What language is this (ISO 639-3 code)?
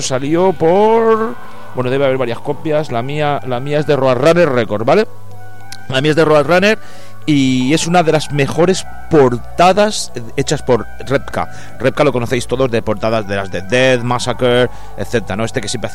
spa